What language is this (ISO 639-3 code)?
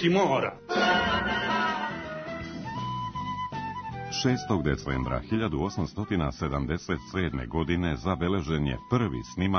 srp